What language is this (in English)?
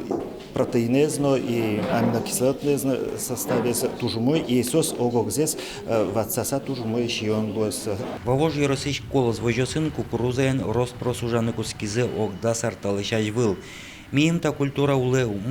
Udmurt